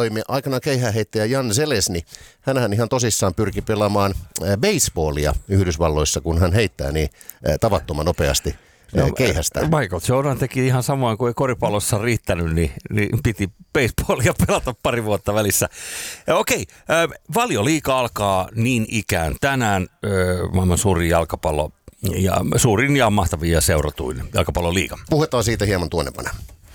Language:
Finnish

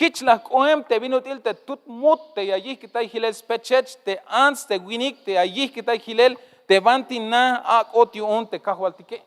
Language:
Tzeltal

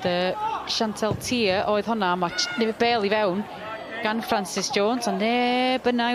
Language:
Welsh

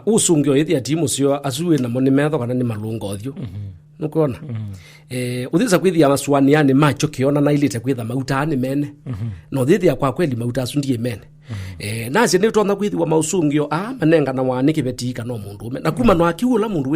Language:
Kamba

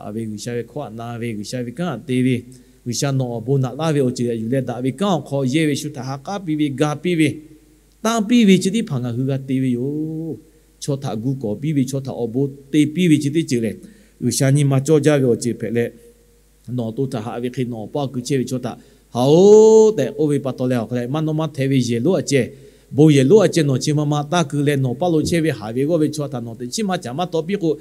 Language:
Lahu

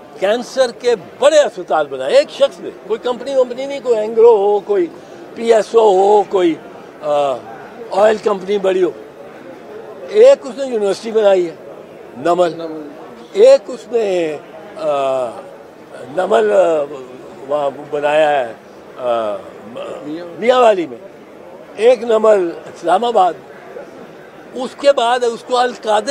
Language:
Urdu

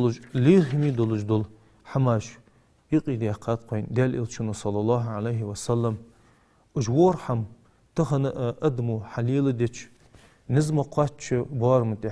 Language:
Ingush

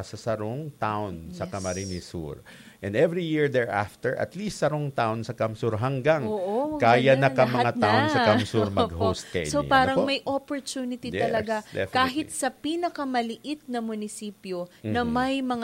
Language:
Bikol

